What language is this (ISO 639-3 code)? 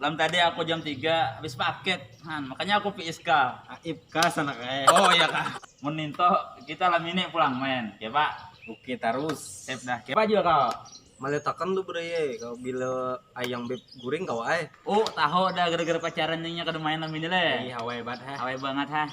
bjn